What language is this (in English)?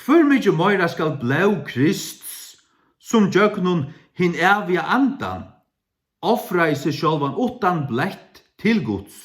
Faroese